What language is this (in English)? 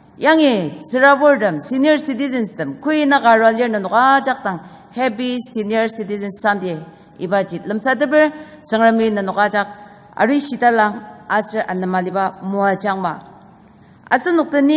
Ao Naga